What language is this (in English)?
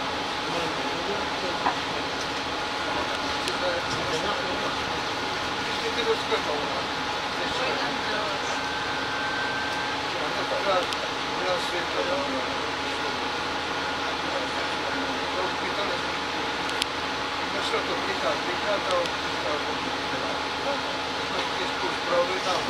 Czech